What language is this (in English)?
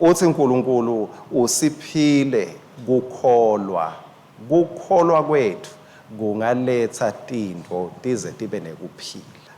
Swati